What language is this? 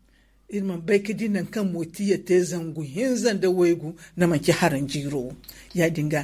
Zarma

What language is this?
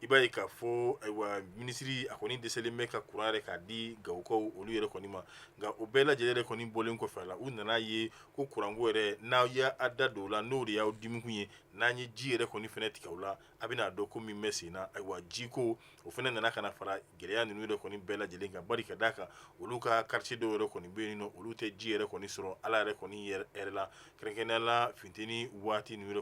Bambara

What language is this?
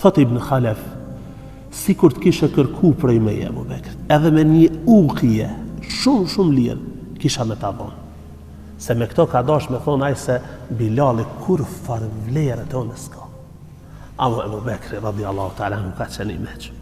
Albanian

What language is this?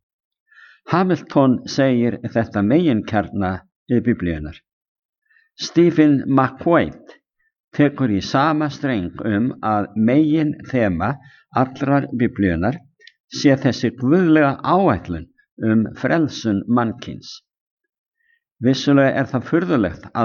Icelandic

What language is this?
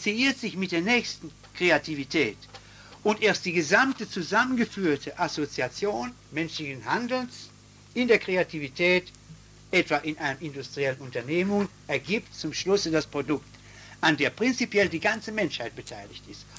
German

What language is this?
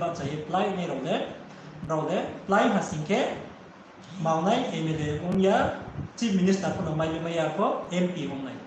Riang (India)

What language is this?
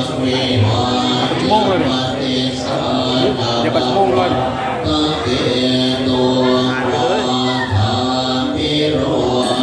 Pali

